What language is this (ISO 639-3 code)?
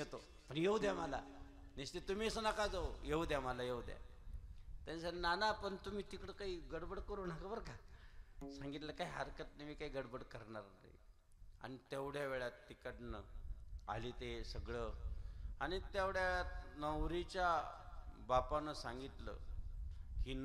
mar